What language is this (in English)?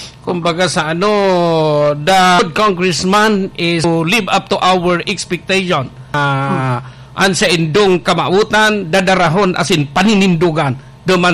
Bikol